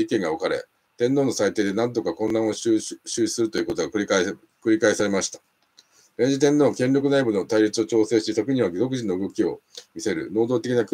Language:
Japanese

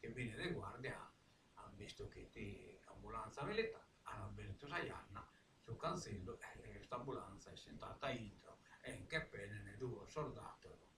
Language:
Sardinian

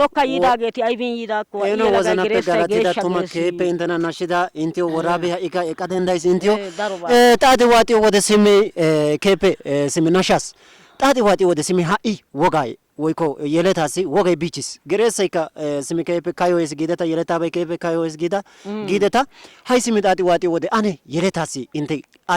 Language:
Wolaytta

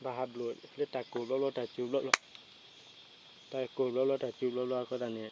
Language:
S'gaw Karen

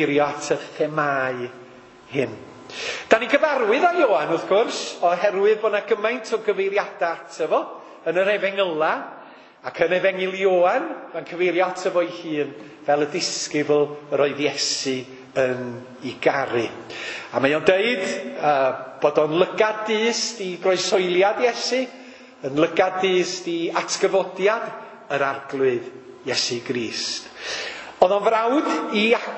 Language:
Welsh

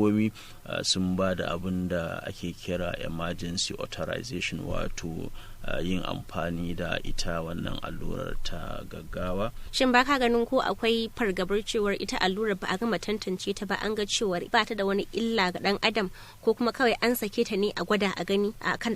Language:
Hausa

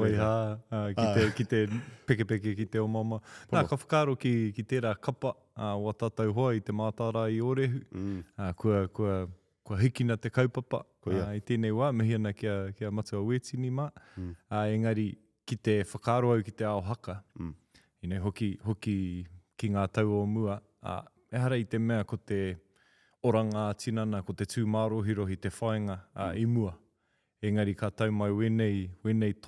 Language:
Māori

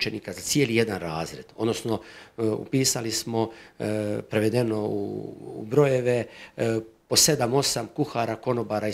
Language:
Croatian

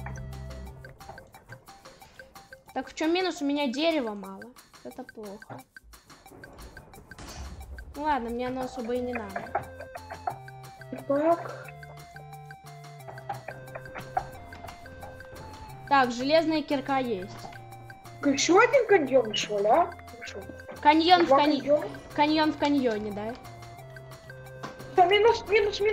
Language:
Russian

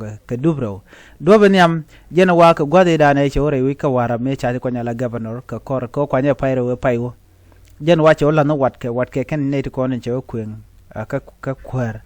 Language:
Nuer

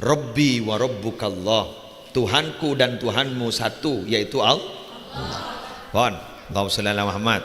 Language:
Madurese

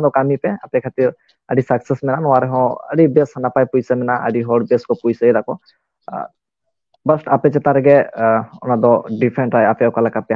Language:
Santali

